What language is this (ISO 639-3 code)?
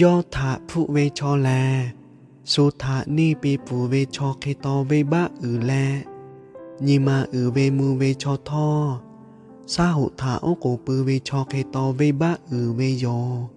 lhu